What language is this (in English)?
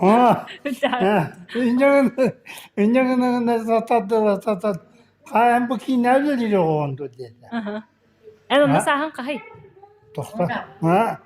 Yakut